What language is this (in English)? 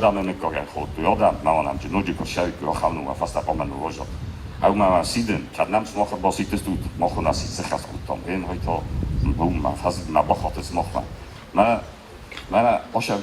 Ossetic